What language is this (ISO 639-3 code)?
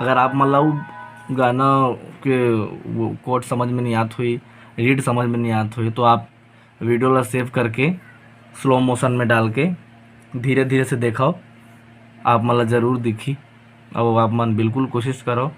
hne